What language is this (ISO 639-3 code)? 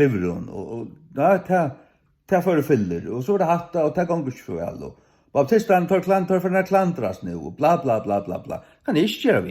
fao